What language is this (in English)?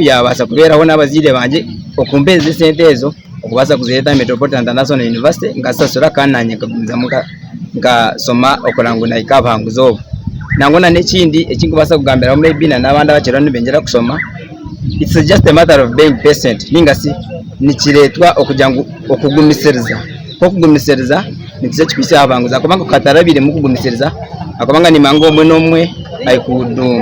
Nyankole